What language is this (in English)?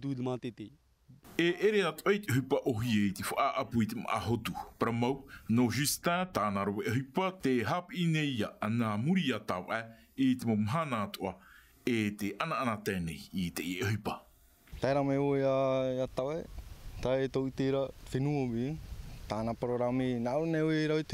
Tahitian